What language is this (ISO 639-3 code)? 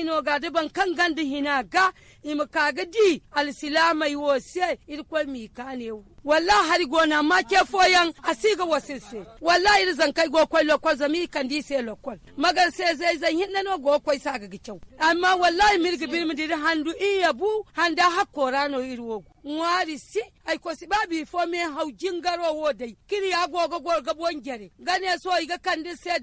dje